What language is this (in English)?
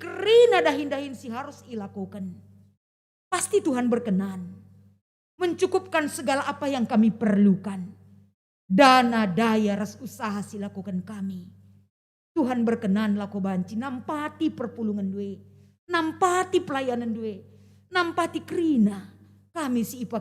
Batak Karo